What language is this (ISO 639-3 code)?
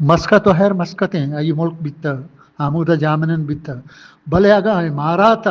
bgp